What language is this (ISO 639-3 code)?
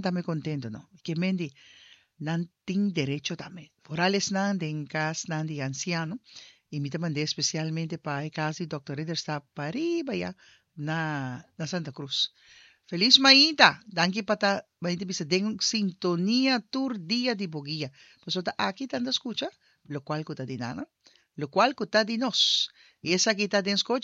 pap